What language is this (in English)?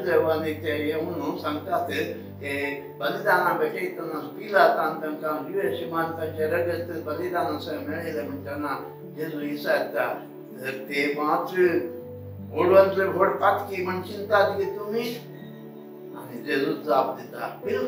Konkani